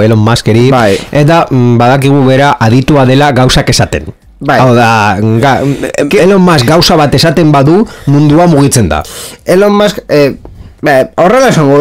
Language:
Basque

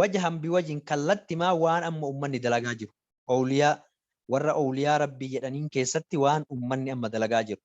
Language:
Oromo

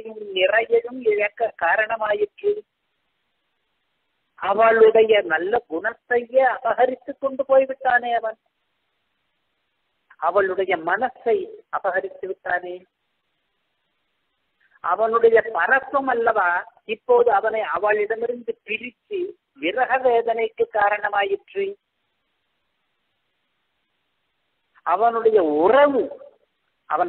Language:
Tamil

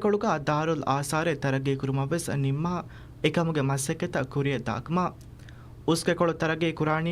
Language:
Divehi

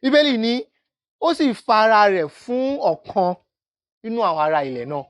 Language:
Yoruba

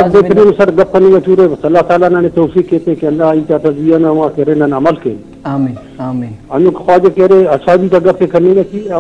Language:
Brahui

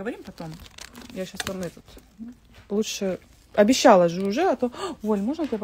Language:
Russian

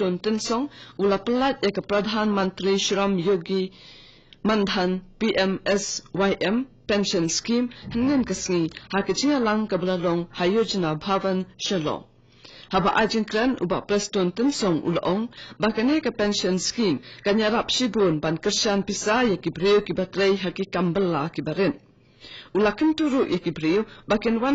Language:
Khasi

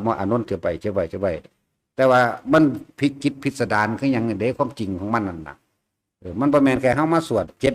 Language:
Northeastern Thai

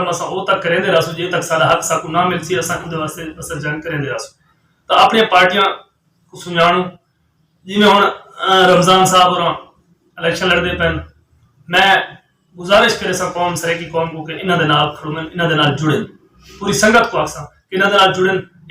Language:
Saraiki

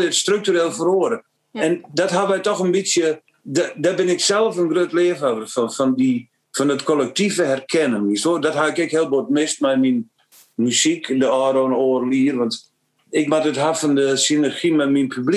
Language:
Western Frisian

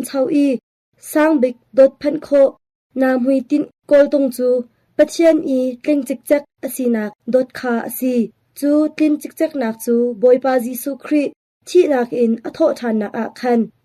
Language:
Hakha Chin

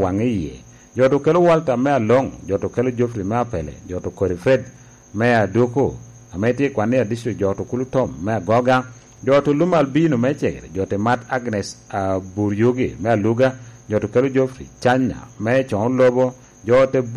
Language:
Lango (Uganda)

